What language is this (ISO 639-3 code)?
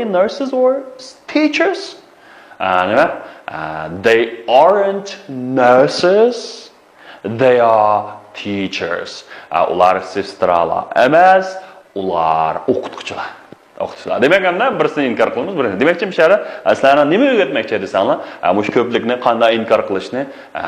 uig